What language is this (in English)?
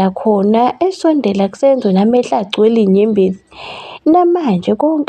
Zulu